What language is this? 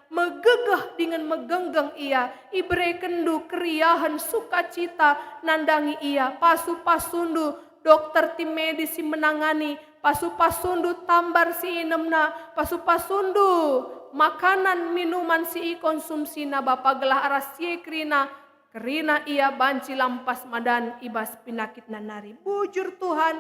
Batak Karo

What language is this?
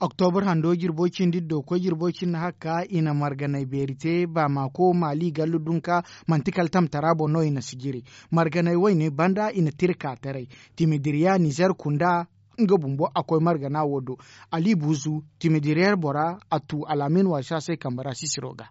Zarma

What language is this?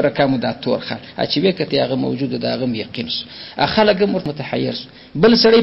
Pashto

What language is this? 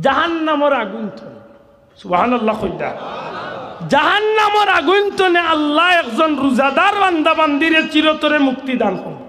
Sylheti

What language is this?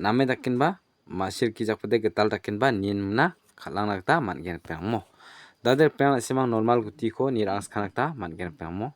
Garo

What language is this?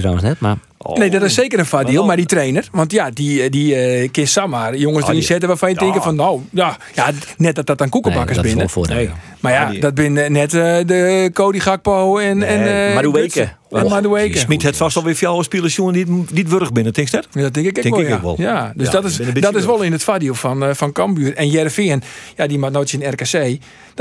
Western Frisian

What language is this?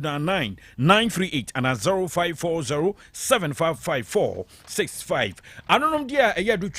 Akan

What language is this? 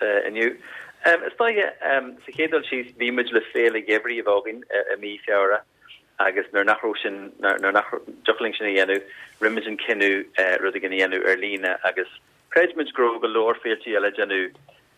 Irish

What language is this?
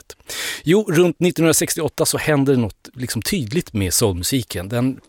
Swedish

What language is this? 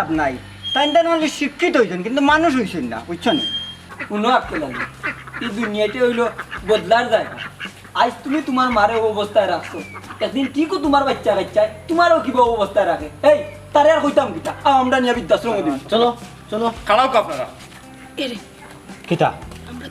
Sylheti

